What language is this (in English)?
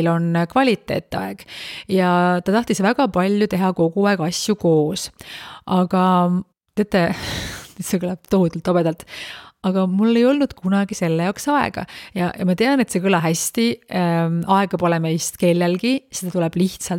Estonian